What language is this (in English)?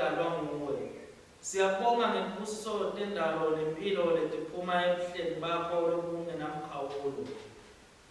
Swati